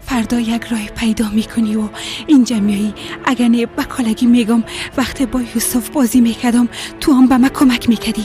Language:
Persian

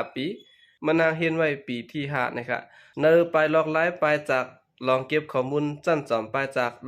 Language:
Shan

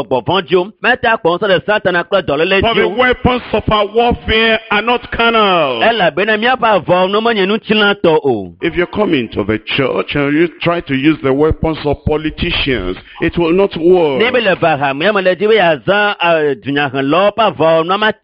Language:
Ewe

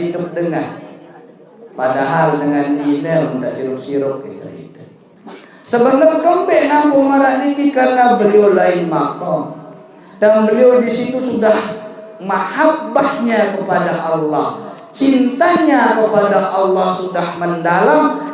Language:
Sasak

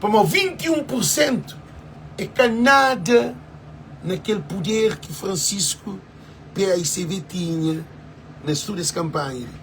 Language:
Kabuverdianu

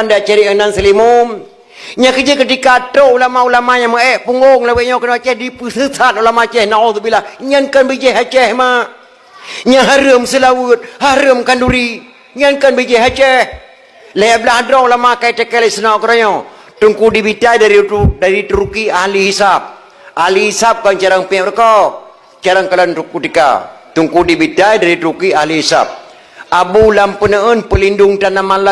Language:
Achinese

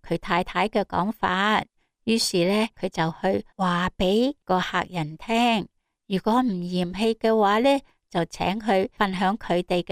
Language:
Cantonese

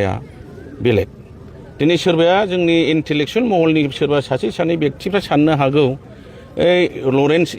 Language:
Bodo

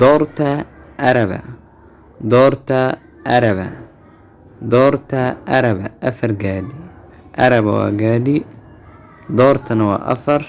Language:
Somali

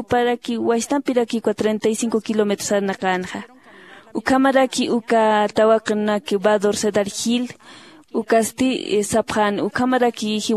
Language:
Aymara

